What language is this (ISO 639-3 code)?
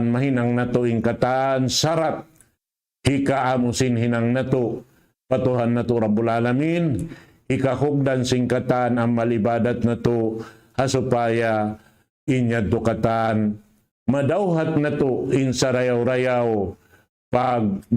tsg